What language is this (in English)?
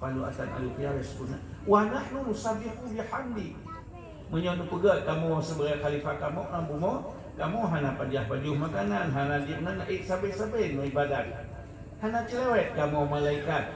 Achinese